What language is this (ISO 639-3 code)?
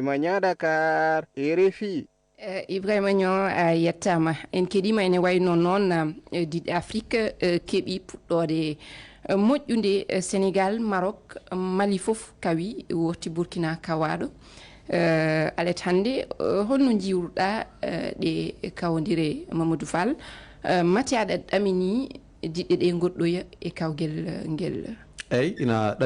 ful